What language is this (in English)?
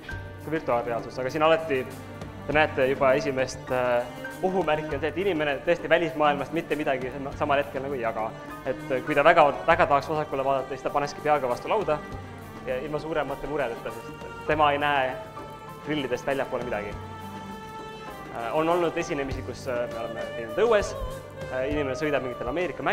Estonian